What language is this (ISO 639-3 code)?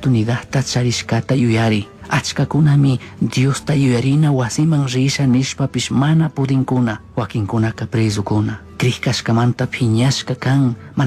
qug